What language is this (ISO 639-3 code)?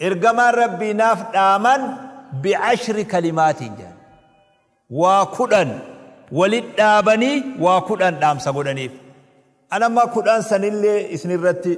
orm